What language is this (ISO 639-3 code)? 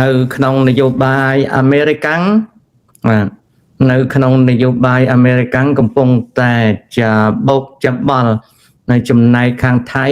khm